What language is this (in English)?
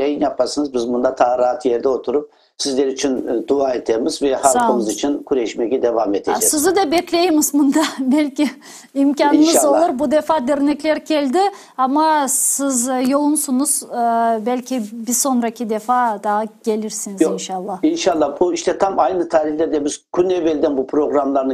Crimean Tatar